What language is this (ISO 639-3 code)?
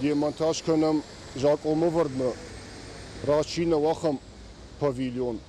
oss